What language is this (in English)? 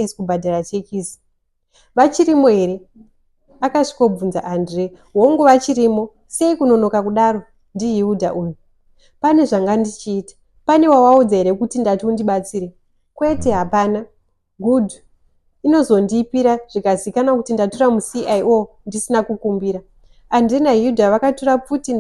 Shona